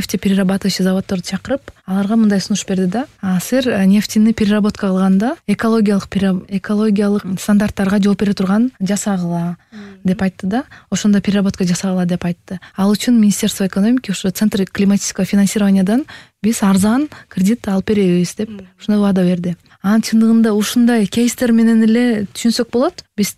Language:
Kyrgyz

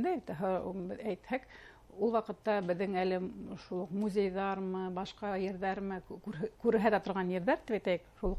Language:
Bashkir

